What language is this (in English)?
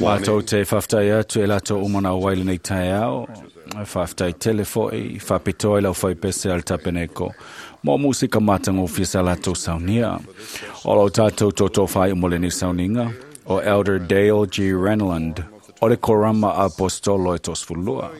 Samoan